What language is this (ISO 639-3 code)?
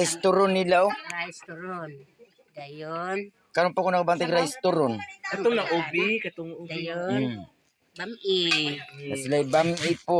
ceb